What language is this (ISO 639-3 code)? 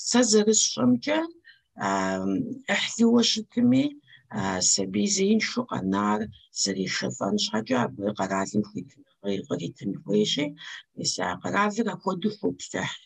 kbd